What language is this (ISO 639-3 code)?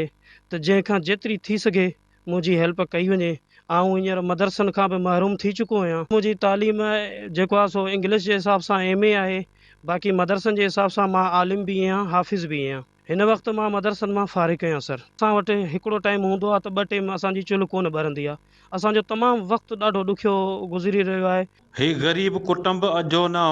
snd